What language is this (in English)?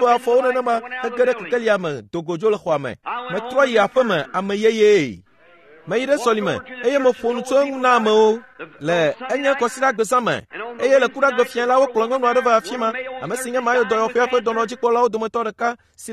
Ewe